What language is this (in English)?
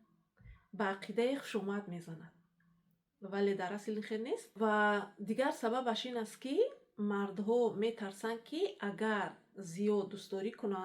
Tajik